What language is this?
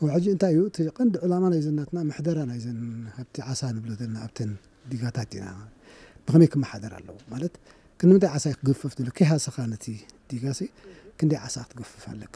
Tigrinya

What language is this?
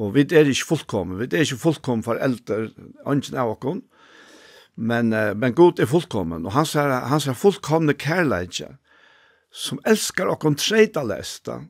Faroese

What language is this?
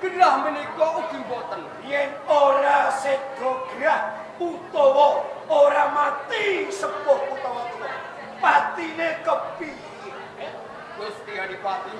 Javanese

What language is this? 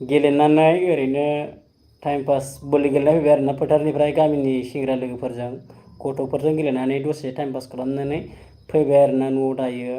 Bodo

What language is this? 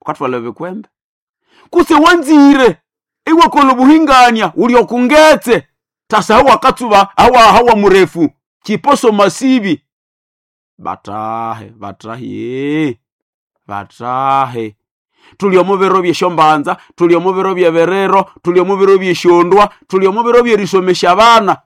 Nande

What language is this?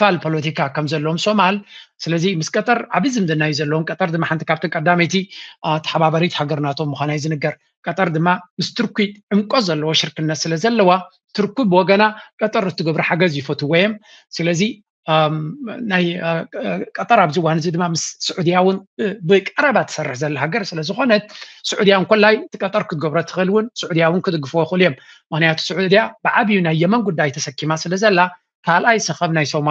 Tigrinya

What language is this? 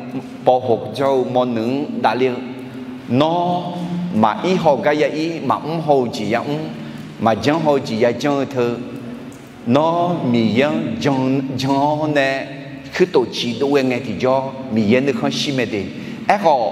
Akha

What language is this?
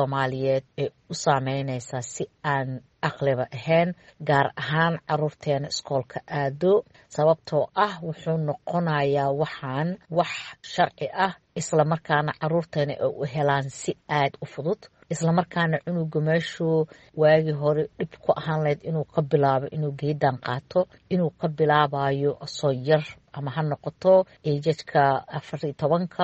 Somali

